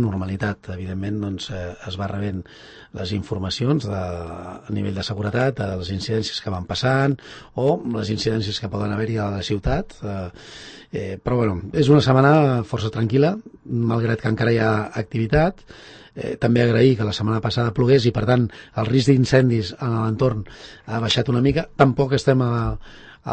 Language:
Catalan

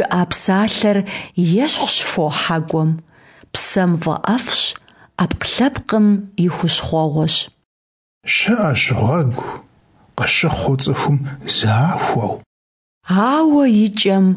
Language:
Kabardian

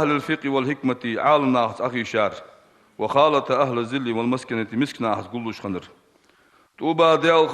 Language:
Ingush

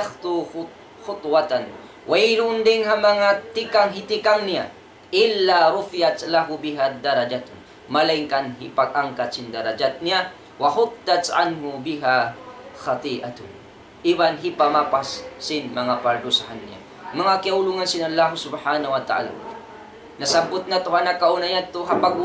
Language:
Tausug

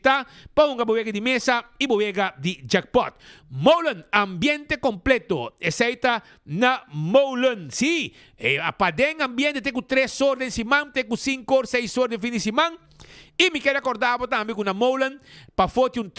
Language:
Papiamento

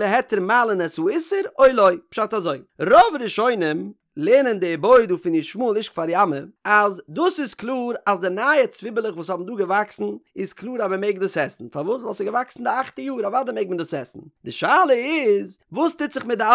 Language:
Yiddish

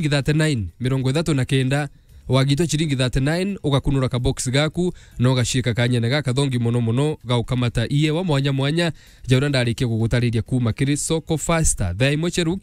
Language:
Meru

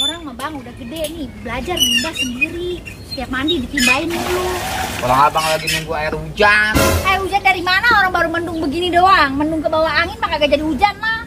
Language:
Betawi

